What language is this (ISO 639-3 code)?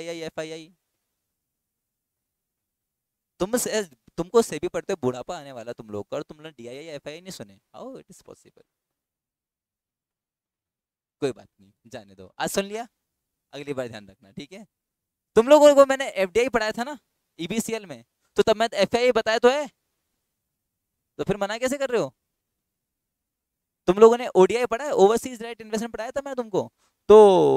hin